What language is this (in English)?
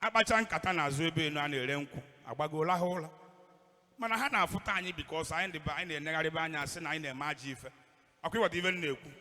Igbo